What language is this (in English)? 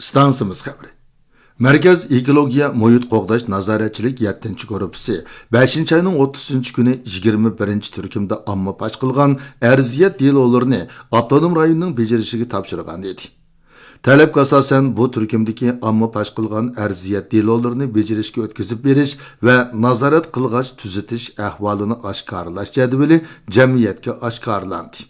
Uyghur